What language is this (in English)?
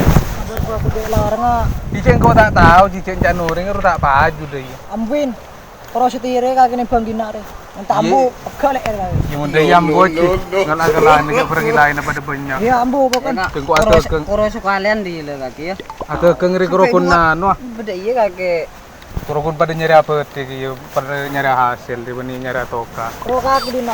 Madurese